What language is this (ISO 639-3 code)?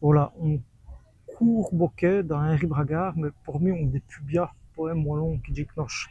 wln